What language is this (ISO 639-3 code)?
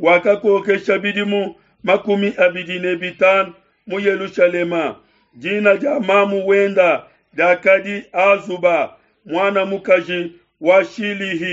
lua